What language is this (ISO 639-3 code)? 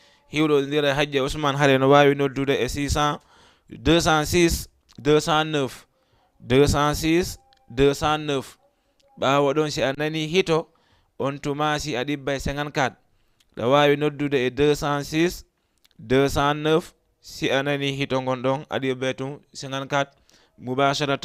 ful